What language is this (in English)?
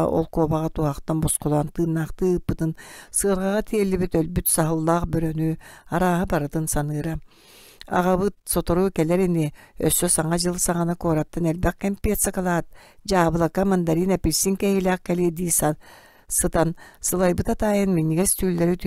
Yakut